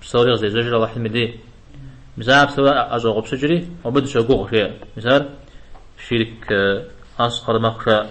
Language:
Kabardian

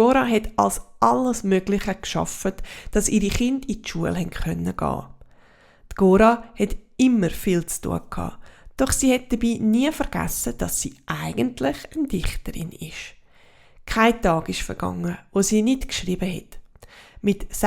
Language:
Swiss German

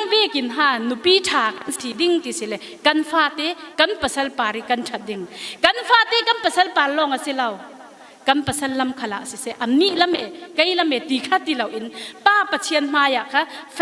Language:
Falam Chin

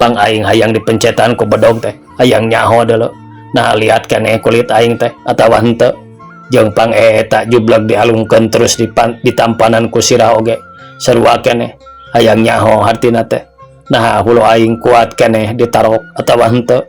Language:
Sundanese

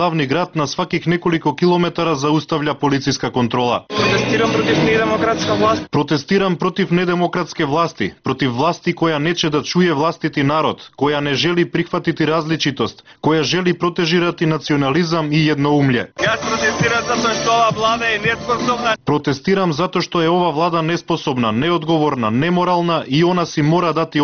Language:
Serbian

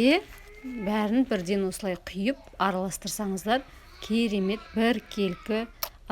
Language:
Kazakh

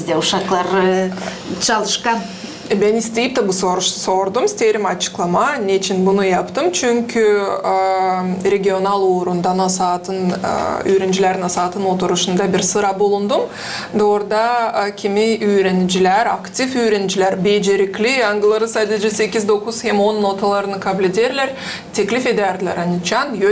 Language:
Gagauz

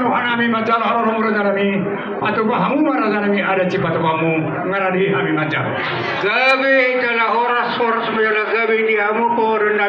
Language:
Batak Toba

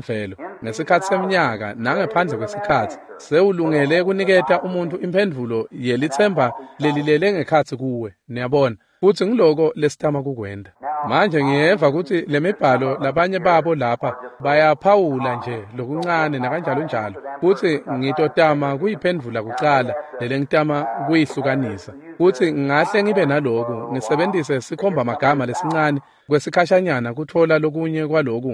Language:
Swati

